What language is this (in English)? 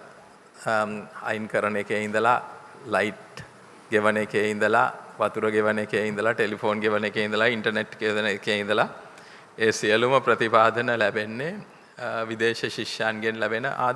Sinhala